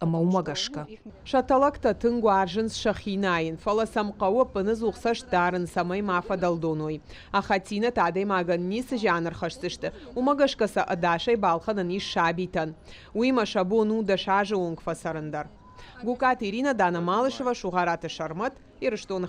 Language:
Ossetic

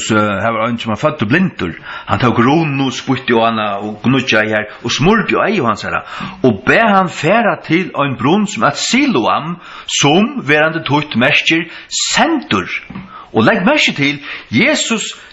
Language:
Faroese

